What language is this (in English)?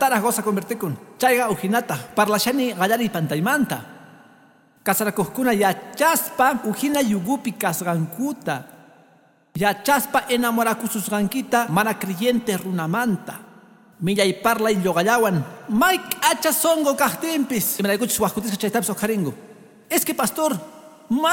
Quechua